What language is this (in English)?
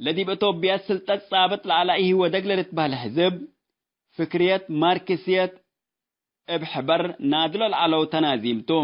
Tigre